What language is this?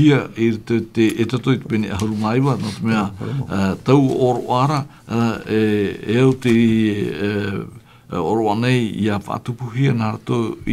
Tahitian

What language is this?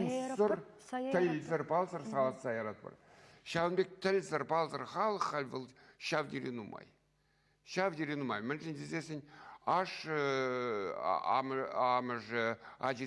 Chuvash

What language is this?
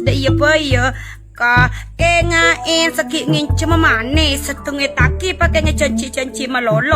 Madurese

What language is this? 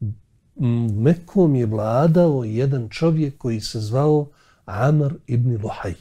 Bosnian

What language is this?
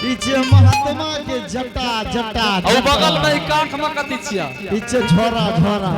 Angika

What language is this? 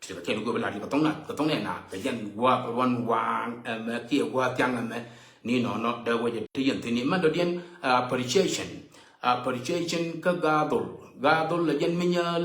Nuer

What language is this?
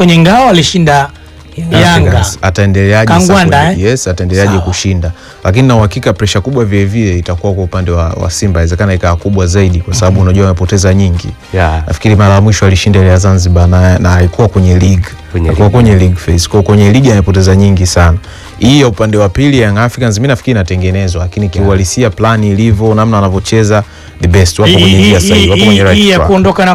Swahili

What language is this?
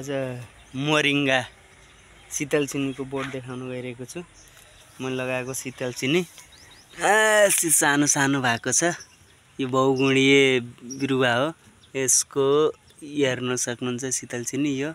Nepali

